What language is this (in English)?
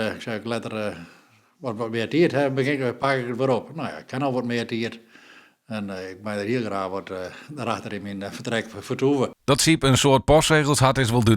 Western Frisian